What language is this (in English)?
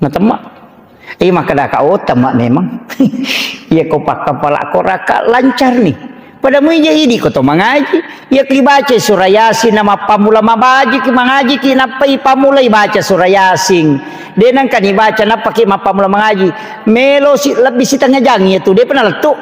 Buginese